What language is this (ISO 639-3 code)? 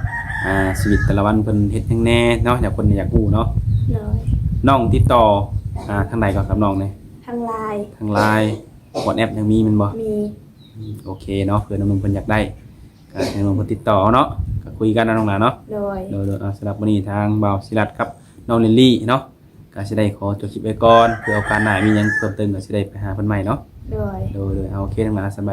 lao